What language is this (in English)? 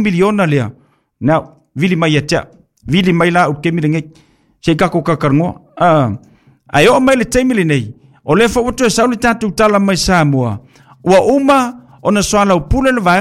Samoan